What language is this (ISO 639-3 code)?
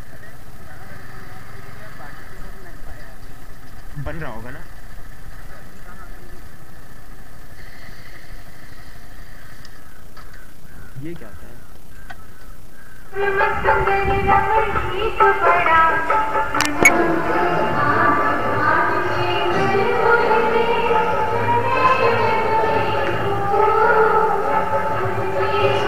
hin